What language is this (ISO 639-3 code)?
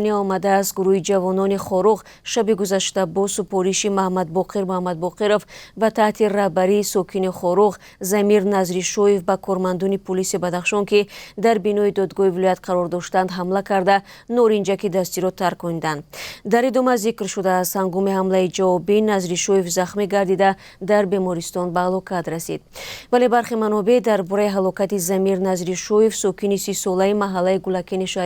tgk